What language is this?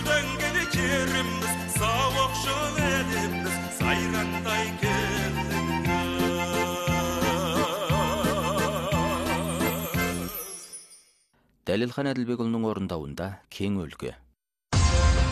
Kazakh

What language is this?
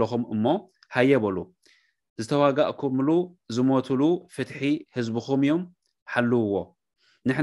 Tigrinya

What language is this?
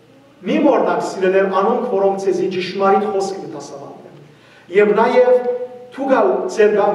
Western Armenian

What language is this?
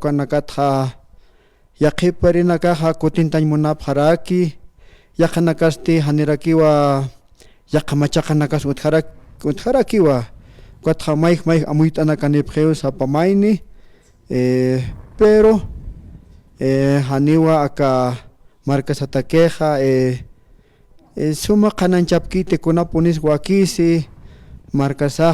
Aymara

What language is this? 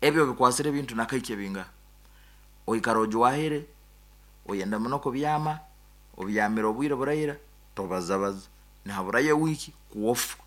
Nyankole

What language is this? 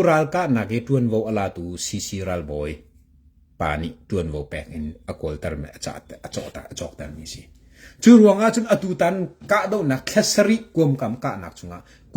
Hakha Chin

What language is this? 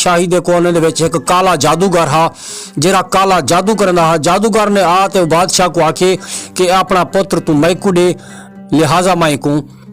Saraiki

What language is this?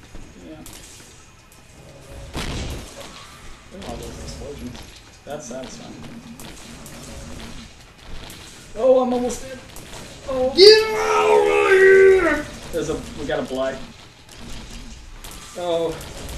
English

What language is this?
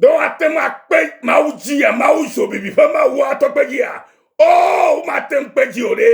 Ewe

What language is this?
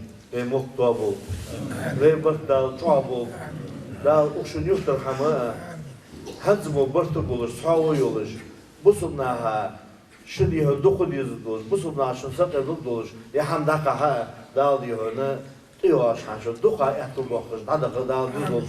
Ingush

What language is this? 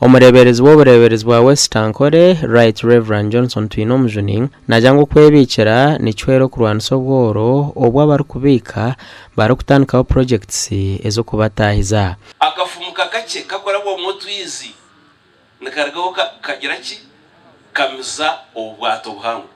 Nyankole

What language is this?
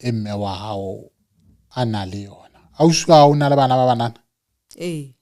Southern Sotho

